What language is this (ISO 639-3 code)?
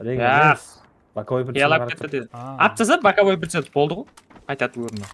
kaa